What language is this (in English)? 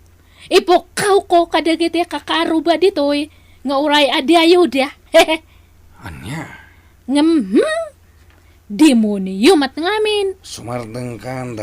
Iloko